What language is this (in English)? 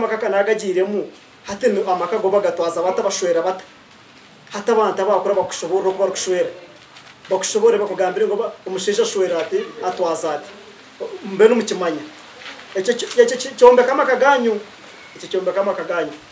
Nyankole